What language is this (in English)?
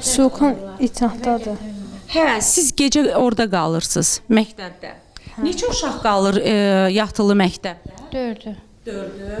Azerbaijani